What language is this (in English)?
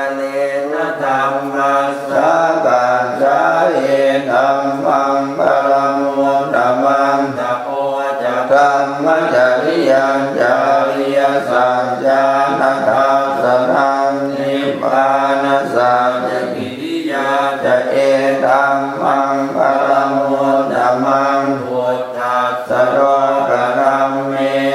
Pali